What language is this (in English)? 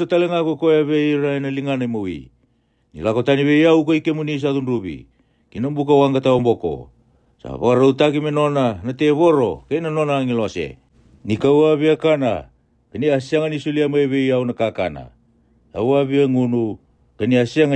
Fijian